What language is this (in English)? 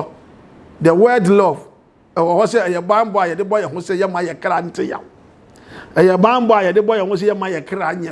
Akan